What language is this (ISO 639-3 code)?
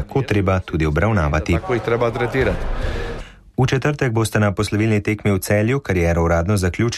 slv